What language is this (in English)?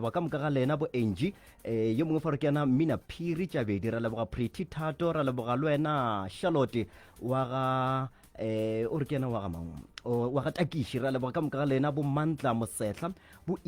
Northern Sotho